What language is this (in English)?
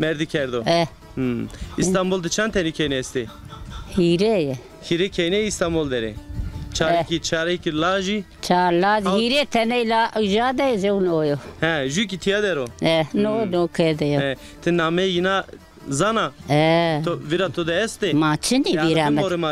Zaza